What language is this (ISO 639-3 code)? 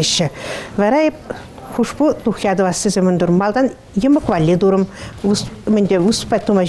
chv